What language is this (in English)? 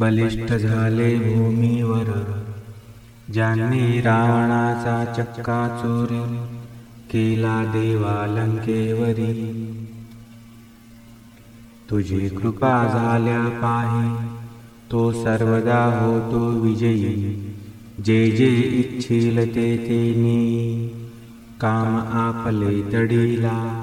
Marathi